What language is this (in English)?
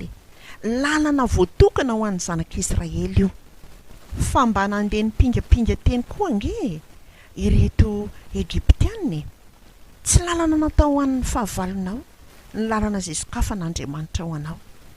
Malagasy